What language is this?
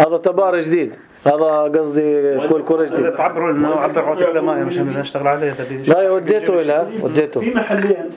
North Levantine Arabic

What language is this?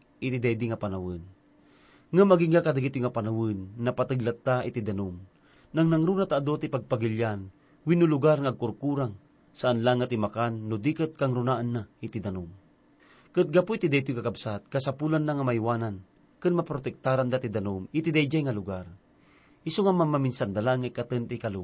Iloko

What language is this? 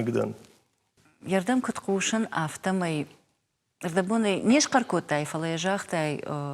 Ossetic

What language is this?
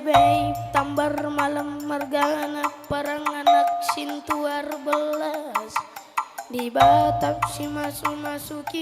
Batak Karo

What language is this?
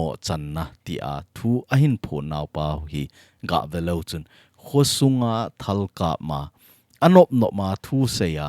Thado Chin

